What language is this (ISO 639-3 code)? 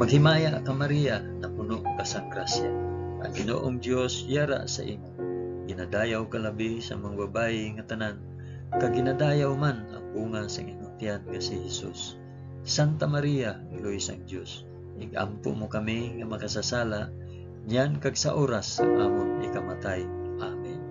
hil